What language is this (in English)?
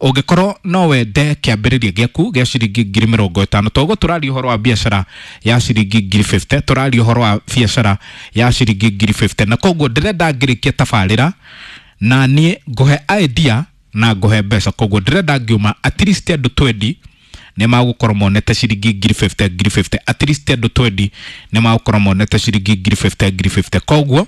Kikuyu